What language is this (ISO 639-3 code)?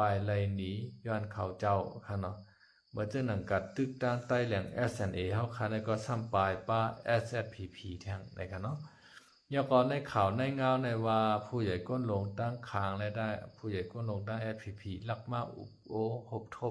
shn